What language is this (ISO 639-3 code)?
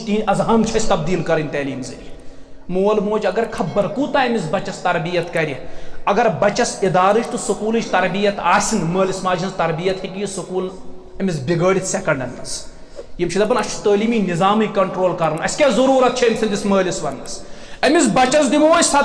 kas